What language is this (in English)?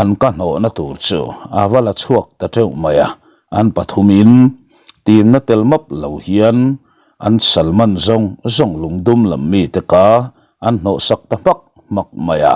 Mizo